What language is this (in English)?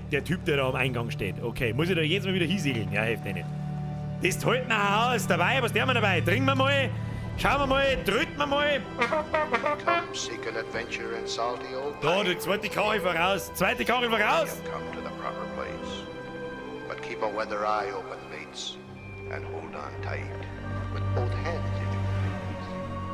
Bavarian